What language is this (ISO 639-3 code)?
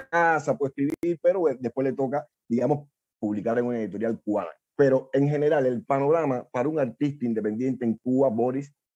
spa